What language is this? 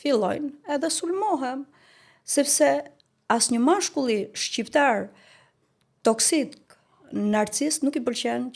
Albanian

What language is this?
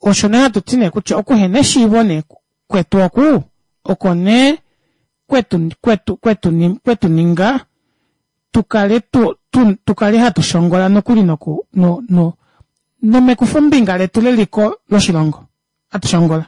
Kuanyama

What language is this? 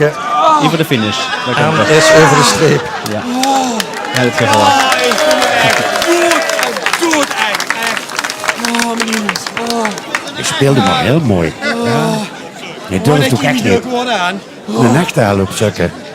Limburgish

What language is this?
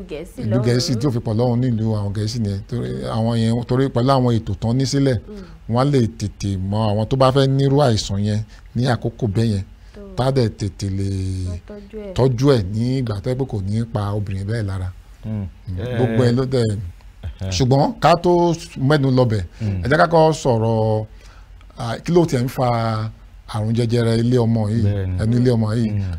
Yoruba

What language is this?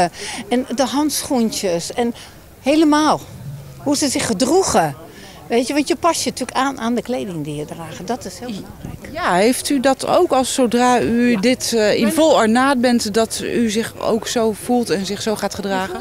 Dutch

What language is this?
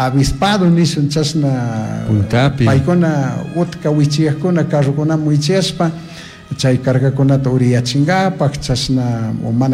Chimborazo Highland Quichua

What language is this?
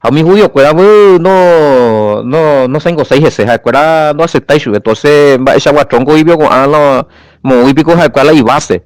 Guarani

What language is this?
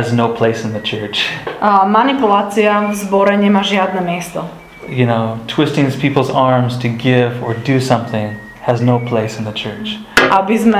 Slovak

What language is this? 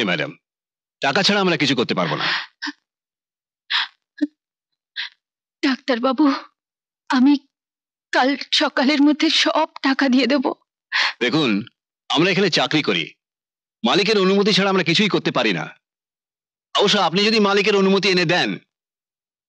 Bangla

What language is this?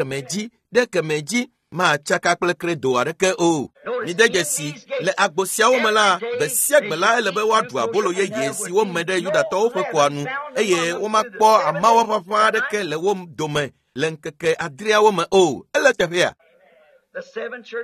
Ewe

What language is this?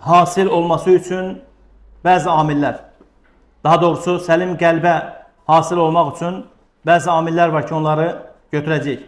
Azerbaijani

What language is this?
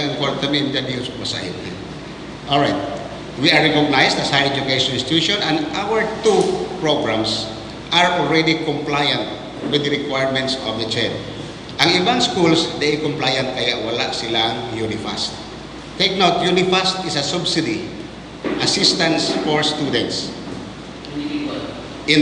Bikol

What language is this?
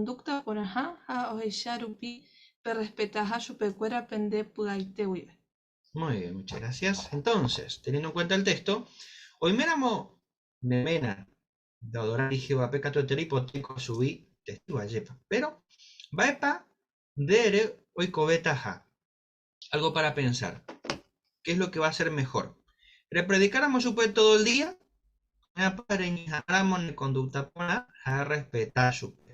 Guarani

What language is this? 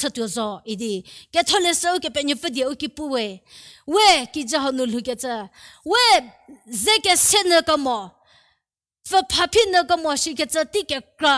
Angami Naga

